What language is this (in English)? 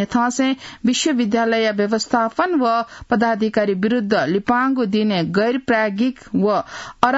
Newari